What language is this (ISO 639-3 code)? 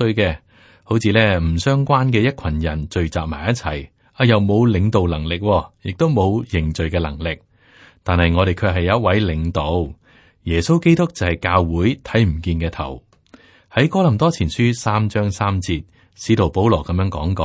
yue